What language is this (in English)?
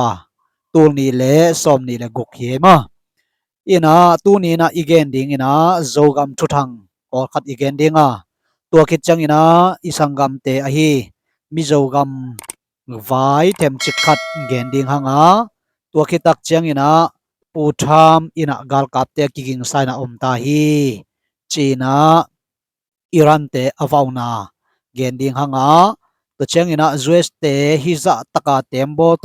Tedim Chin